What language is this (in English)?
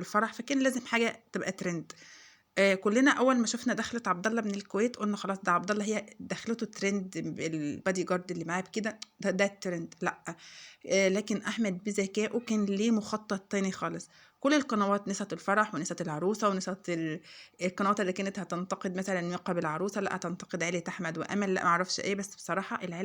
Egyptian Arabic